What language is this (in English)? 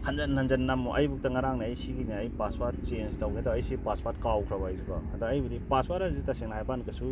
Manipuri